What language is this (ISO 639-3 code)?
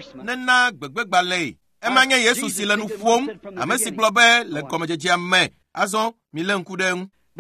ewe